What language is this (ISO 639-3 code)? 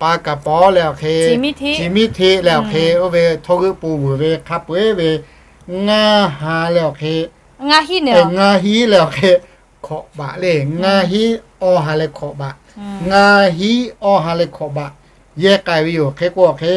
lhu